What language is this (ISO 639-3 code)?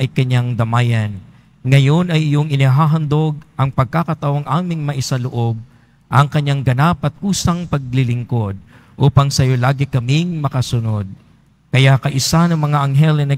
fil